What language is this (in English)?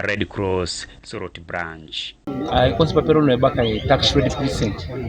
Teso